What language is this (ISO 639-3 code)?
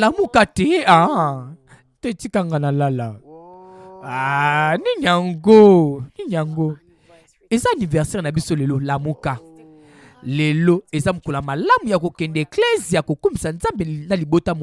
lin